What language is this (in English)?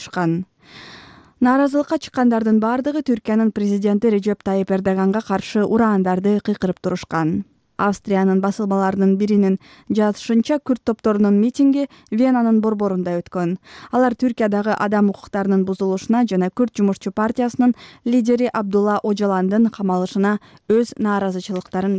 Kyrgyz